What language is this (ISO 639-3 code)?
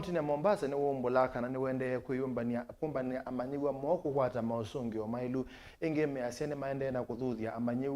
kam